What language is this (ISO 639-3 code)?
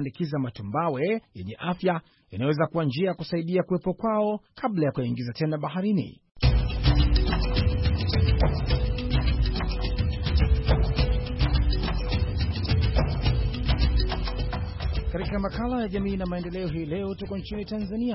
swa